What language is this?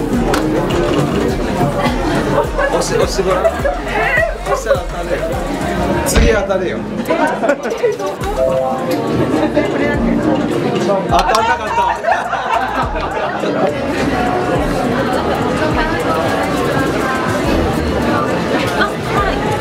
Japanese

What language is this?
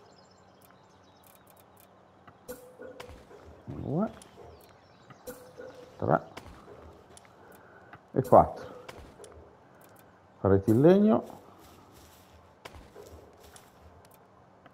Italian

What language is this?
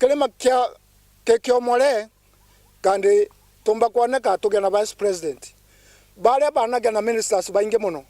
Meru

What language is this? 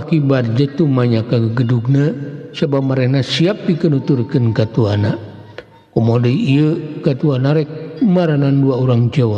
Sundanese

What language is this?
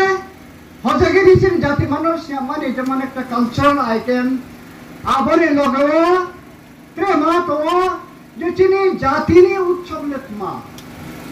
Riang (India)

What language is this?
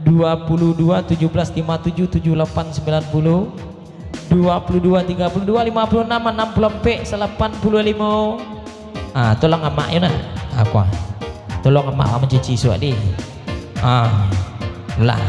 Minangkabau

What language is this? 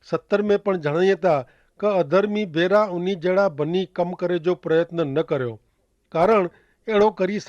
Kachhi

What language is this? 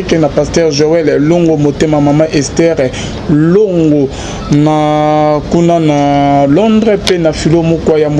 Lingala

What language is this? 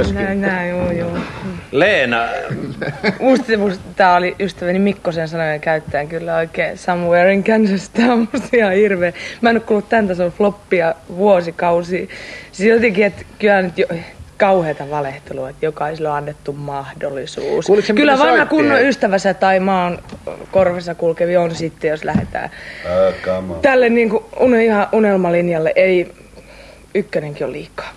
Finnish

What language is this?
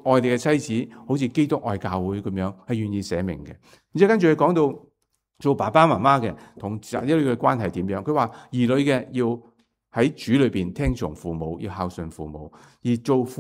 Cantonese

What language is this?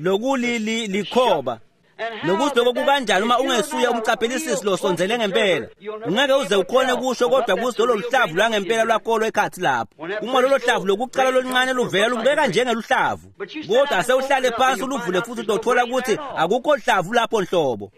Swati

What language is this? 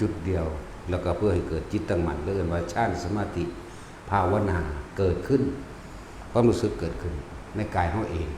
Northeastern Thai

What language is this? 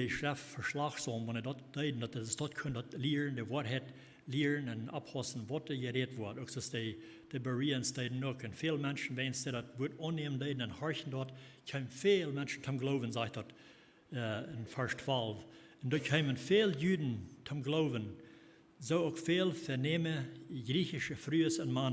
Plautdietsch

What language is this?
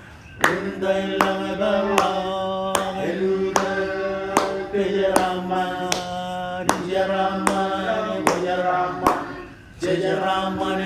Marshallese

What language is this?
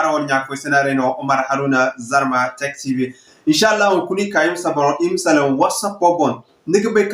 Zarma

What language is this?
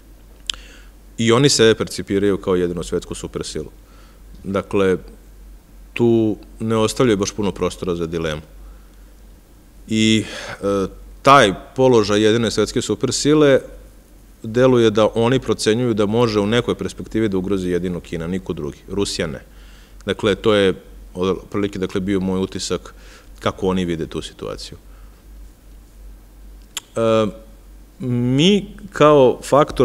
Serbian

